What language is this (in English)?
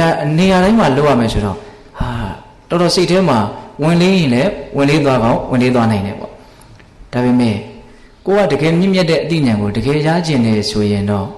Burmese